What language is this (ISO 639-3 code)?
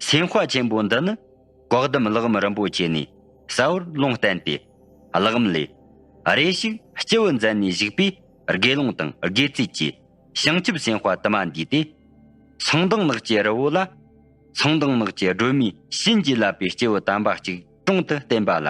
bod